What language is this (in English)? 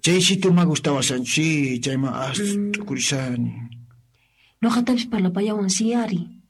Quechua